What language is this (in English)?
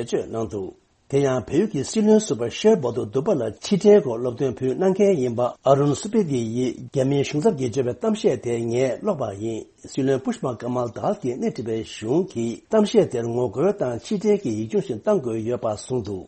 Tibetan